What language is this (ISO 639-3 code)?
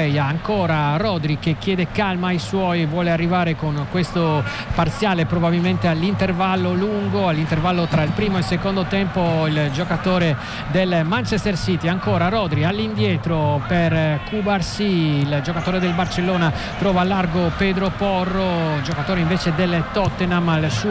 ita